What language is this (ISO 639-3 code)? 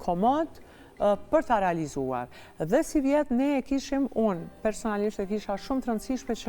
sqi